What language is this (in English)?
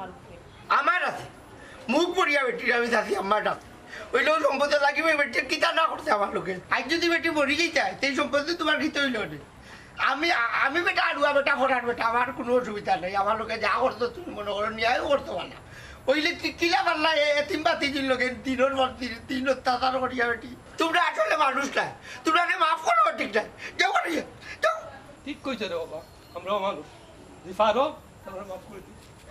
Sylheti